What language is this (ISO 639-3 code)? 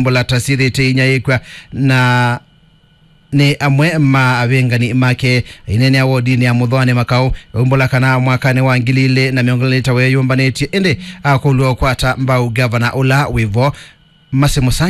kam